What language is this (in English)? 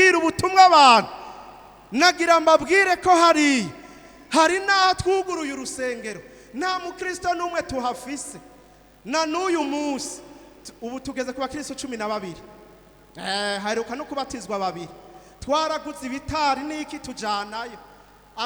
Rundi